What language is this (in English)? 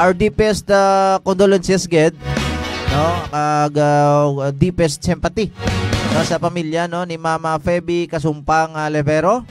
Hiligaynon